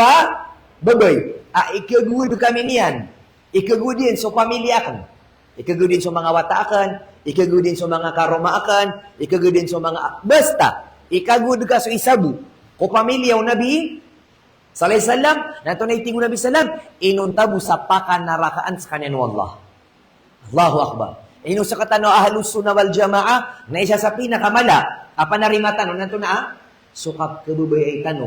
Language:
Maranao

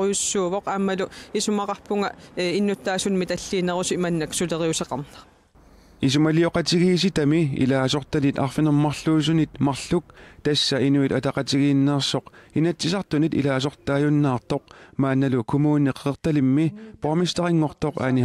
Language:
Kalaallisut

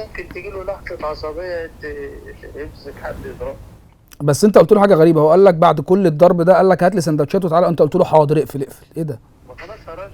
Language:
Egyptian Arabic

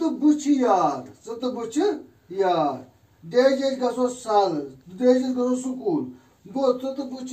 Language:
Kashmiri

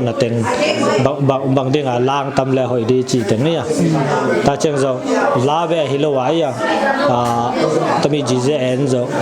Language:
Tedim Chin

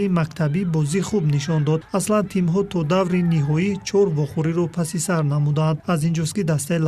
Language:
Tajik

